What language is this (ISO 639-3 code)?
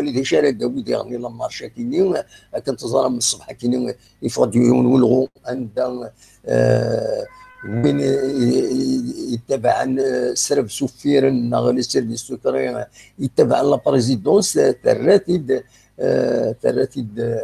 kab